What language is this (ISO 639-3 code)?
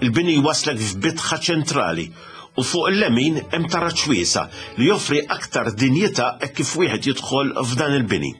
mlt